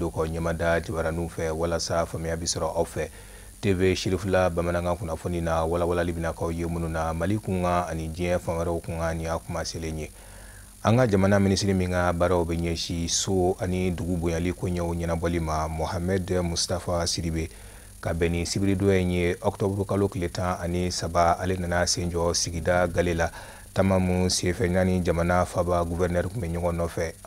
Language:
Bambara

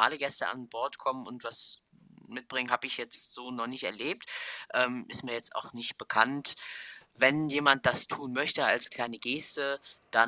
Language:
German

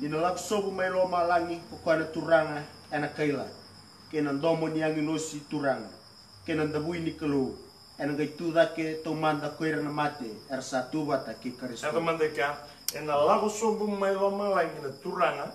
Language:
Fijian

